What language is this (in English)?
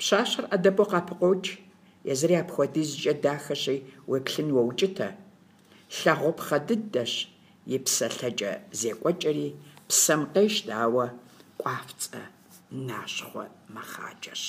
Kabardian